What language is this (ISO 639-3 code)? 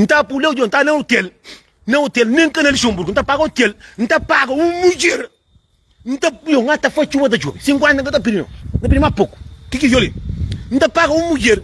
kea